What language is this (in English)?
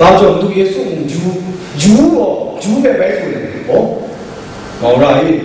Kachin